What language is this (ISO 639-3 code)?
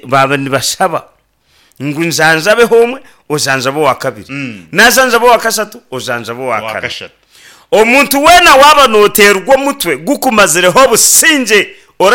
nyn